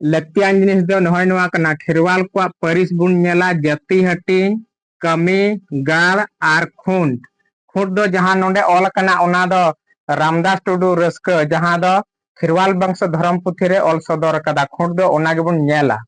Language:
Santali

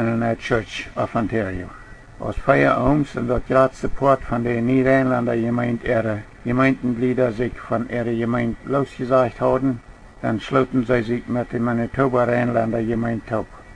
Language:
Plautdietsch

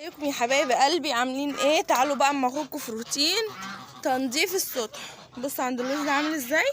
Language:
Egyptian Arabic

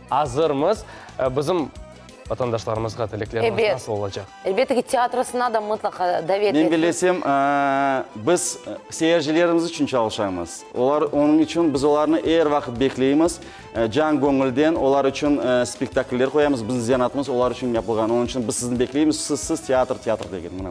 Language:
Crimean Tatar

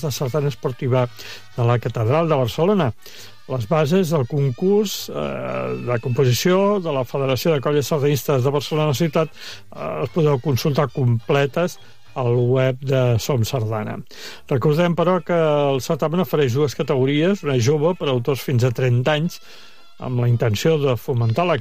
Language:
Catalan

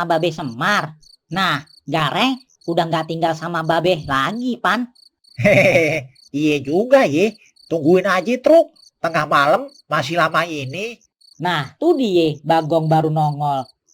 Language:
Betawi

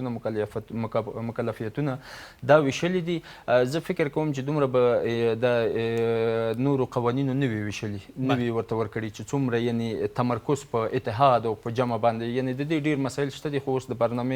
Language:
Pashto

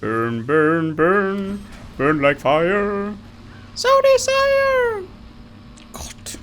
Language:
Bavarian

